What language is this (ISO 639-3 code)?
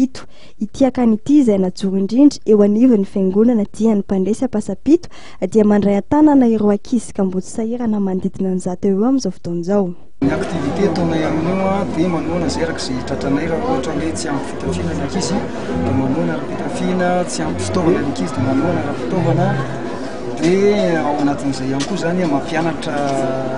mlg